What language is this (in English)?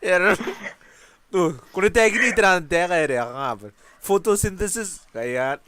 Gilbertese